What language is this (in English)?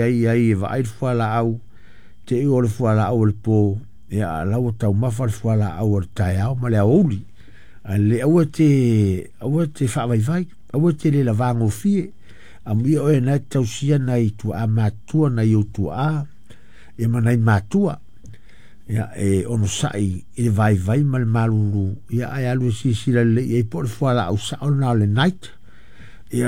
Samoan